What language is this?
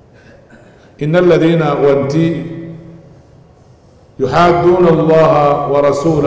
Arabic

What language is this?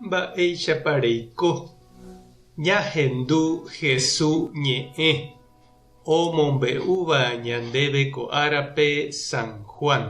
Guarani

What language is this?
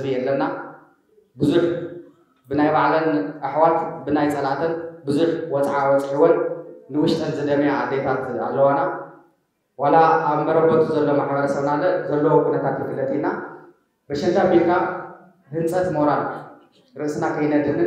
Tigrinya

